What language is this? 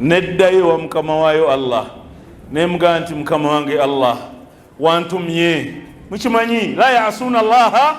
Ganda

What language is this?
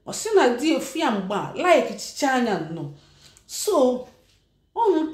Igbo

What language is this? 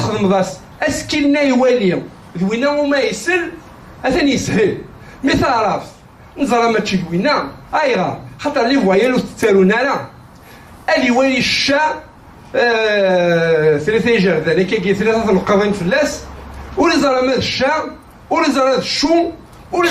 Kabyle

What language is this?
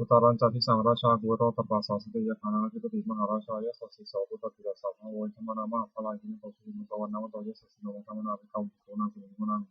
Pali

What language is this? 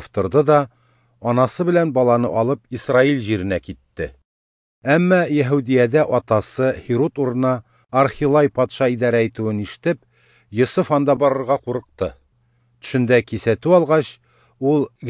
Tatar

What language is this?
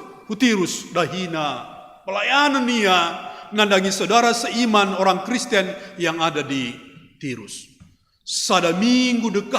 Batak Karo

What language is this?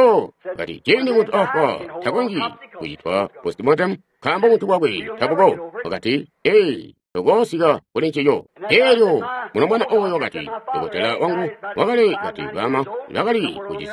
Tonga (Zambia)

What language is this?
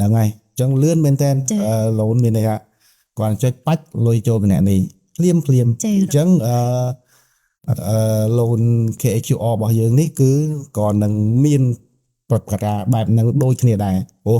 Khmer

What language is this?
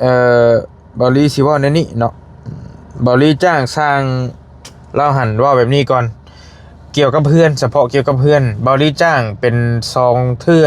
Lao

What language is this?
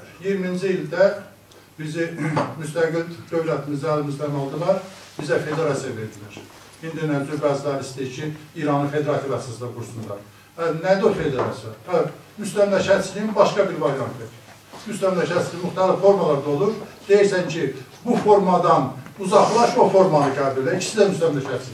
South Azerbaijani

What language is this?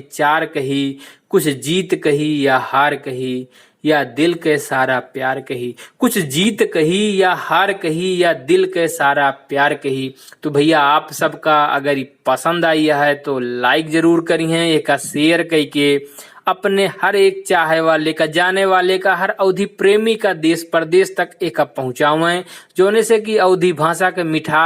Awadhi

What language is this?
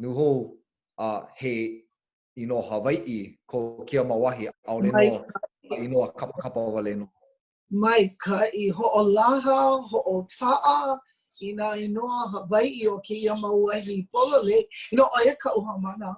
Hawaiian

